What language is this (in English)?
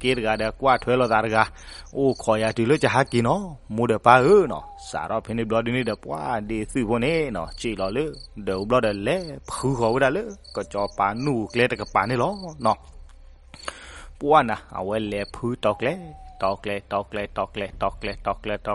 S'gaw Karen